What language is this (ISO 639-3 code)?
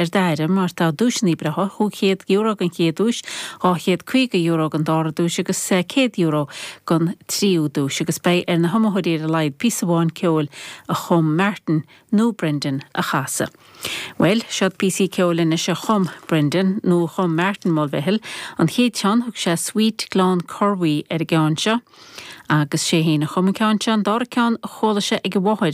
gle